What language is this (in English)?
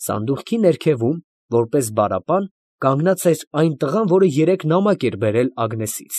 Armenian